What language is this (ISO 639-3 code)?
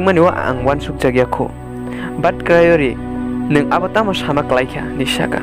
trp